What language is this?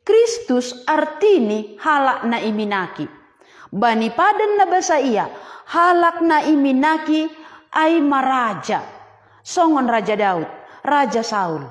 Batak Simalungun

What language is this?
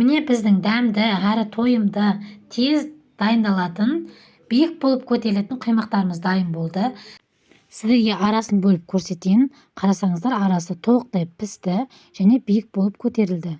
Kazakh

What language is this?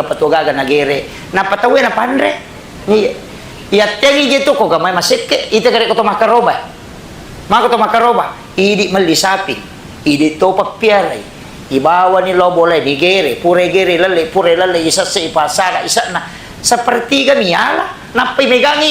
Buginese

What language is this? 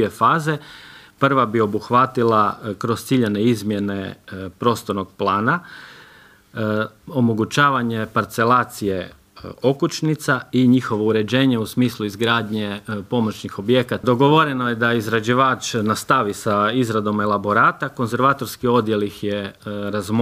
Croatian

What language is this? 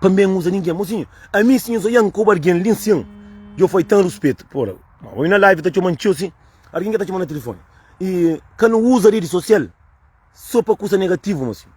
Kabuverdianu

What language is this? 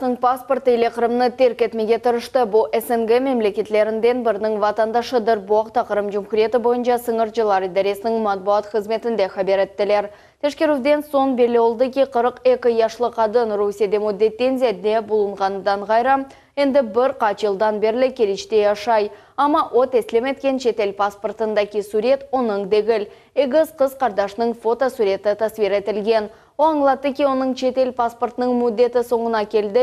Crimean Tatar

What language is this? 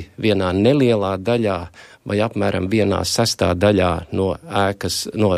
Latvian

